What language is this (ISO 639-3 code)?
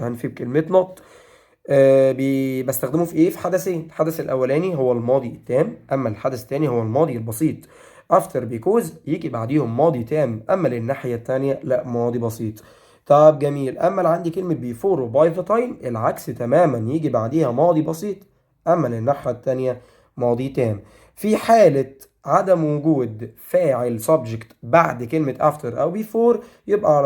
arz